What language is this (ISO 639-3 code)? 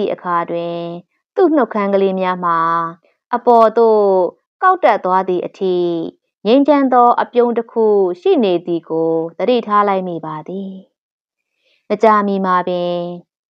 mya